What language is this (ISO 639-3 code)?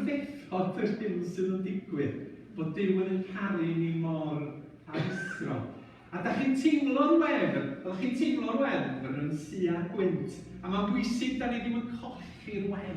cym